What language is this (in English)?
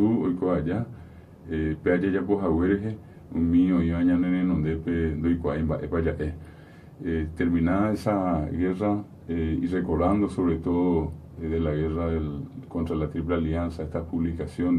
Guarani